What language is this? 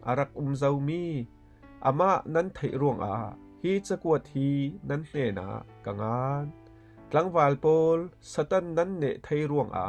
Falam Chin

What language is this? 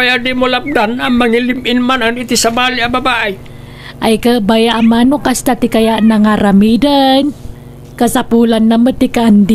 Iloko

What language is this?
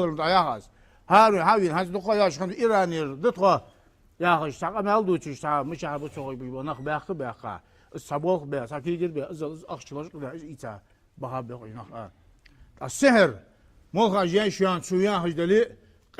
Ingush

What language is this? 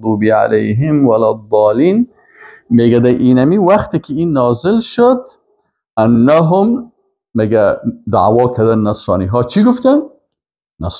Persian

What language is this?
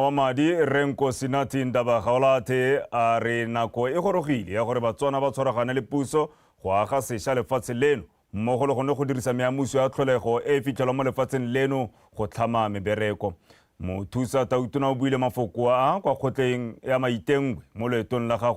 Tswana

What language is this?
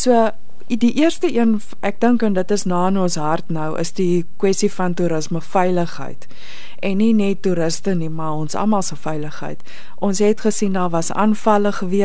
Afrikaans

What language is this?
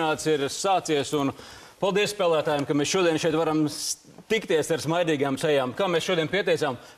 Latvian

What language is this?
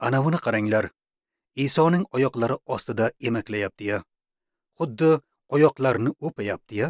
Uzbek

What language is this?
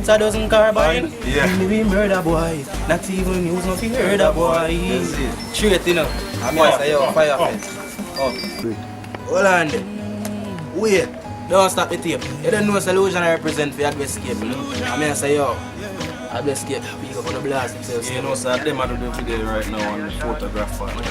Jamaican Creole English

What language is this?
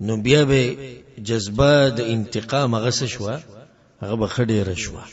Pashto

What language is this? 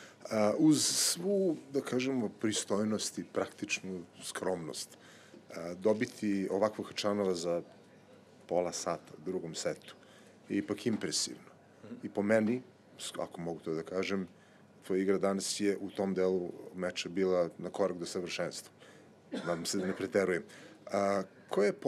Serbian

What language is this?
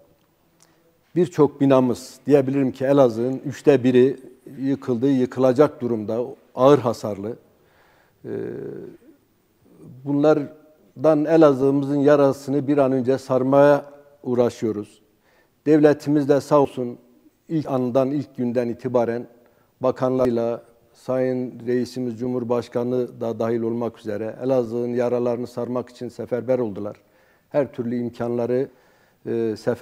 Turkish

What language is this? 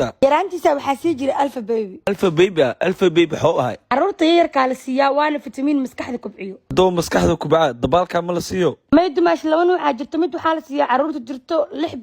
Somali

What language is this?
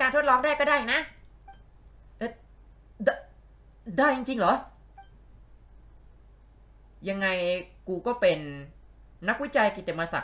Thai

